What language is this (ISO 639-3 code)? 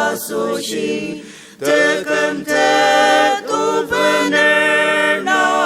njo